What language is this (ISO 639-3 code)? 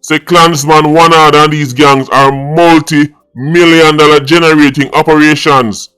jam